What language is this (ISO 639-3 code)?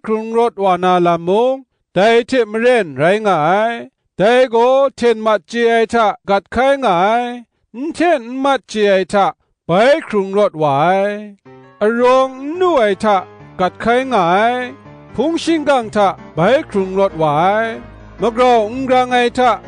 kac